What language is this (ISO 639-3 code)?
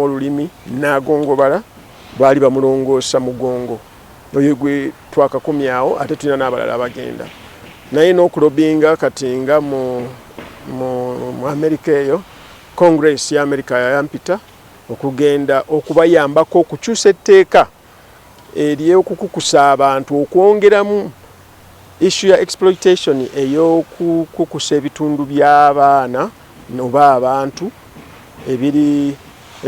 lug